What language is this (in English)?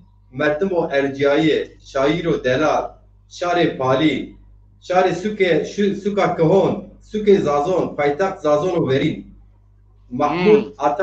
Zaza